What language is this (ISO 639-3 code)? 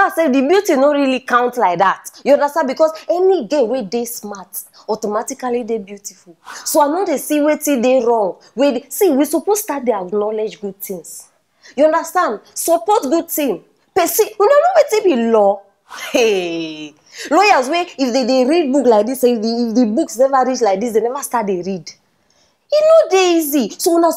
pcm